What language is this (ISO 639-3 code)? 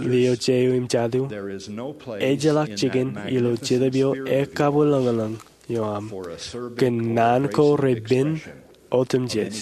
mah